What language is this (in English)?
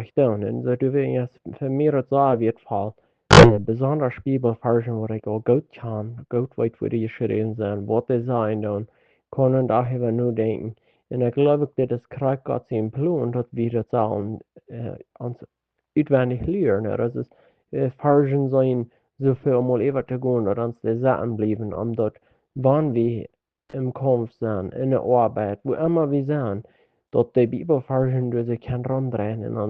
Plautdietsch